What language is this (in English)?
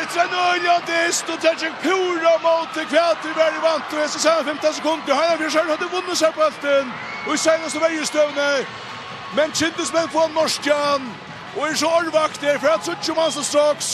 Faroese